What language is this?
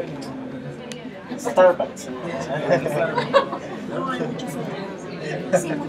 Spanish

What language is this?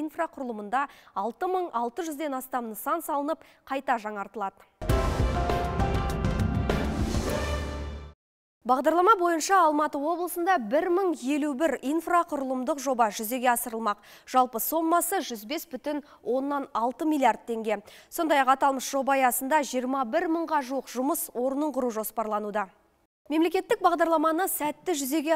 Kazakh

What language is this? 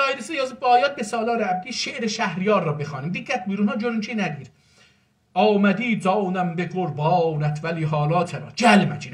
South Azerbaijani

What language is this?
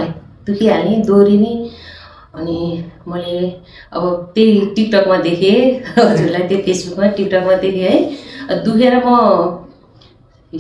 Nepali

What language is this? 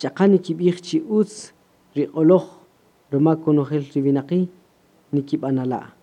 Kaqchikel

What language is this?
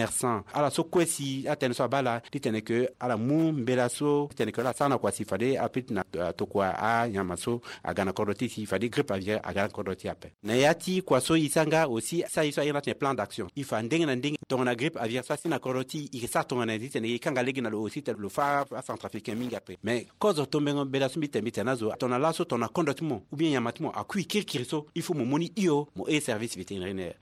Sango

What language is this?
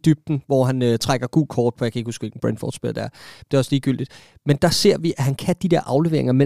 Danish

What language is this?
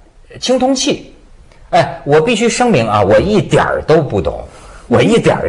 Chinese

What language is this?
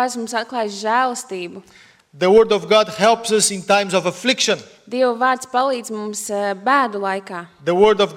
Latvian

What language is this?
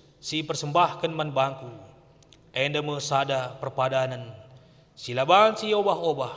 Batak Karo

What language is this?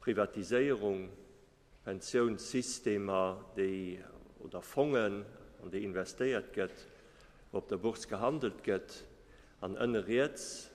Luxembourgish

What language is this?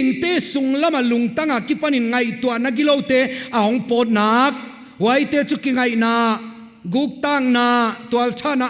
Paite Chin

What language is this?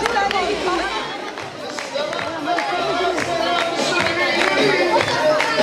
Turkish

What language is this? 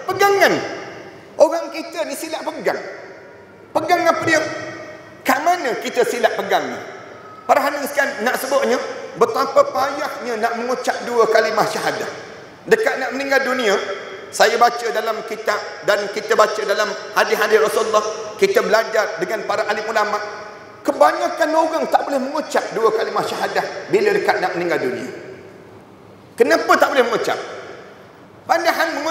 Malay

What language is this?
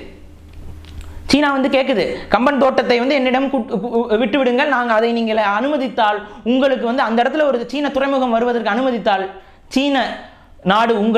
Tamil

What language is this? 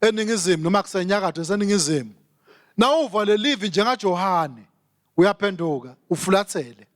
Swati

